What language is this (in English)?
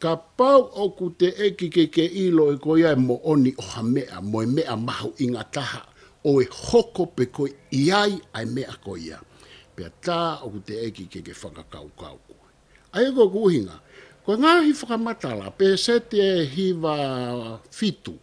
Tongan